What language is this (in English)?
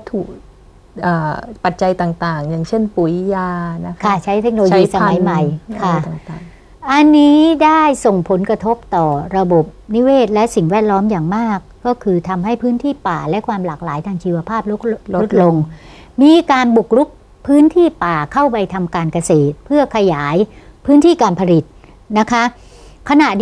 Thai